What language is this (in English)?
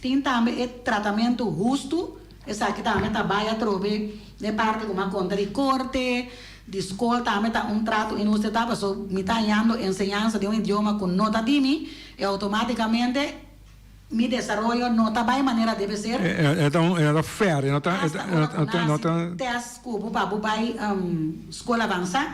Papiamento